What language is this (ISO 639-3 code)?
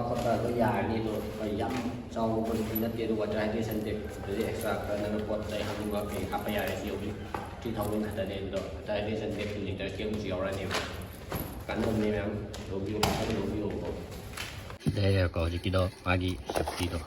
mni